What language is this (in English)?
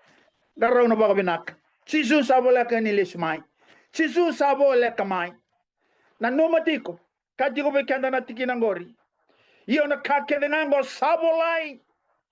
Fijian